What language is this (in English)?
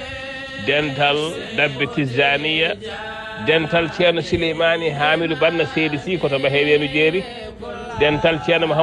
Fula